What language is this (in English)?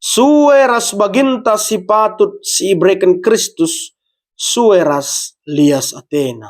Batak Karo